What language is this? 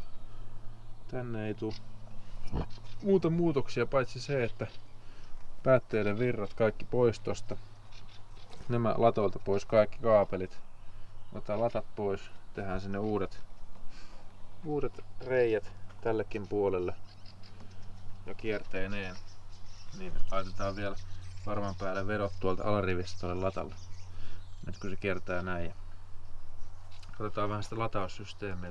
Finnish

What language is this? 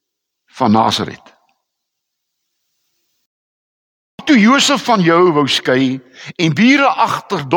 Afrikaans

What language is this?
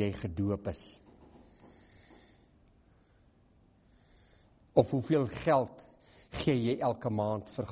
Afrikaans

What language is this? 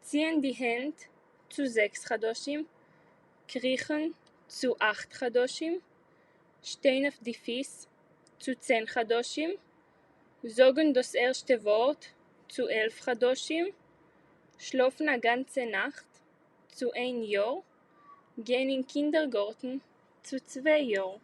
Yiddish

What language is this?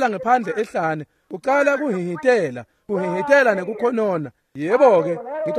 Swati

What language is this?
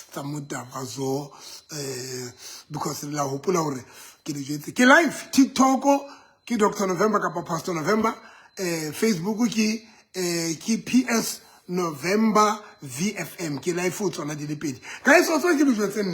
Southern Sotho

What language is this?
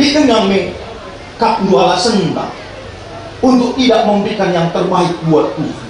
Batak Karo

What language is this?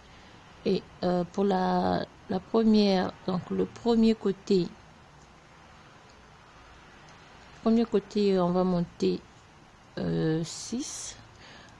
French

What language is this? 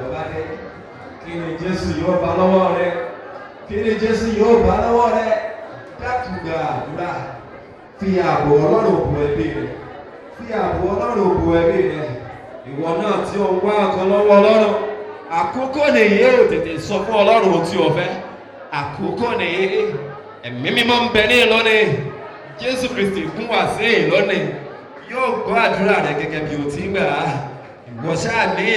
Yoruba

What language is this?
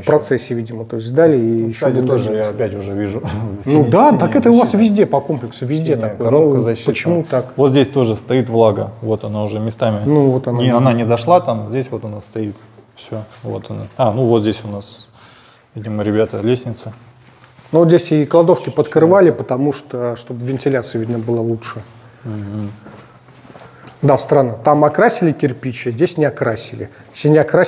Russian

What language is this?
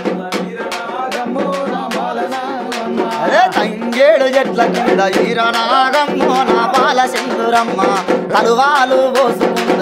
Telugu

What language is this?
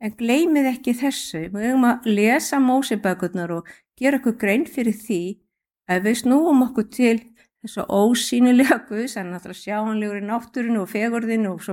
Icelandic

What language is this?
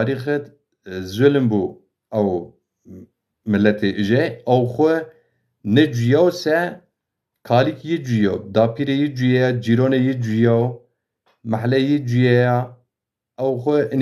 Zaza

